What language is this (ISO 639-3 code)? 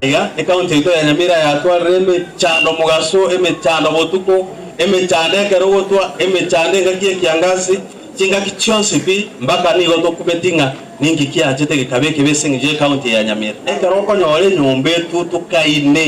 guz